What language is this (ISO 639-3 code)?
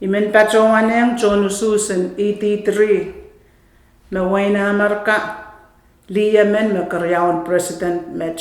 pon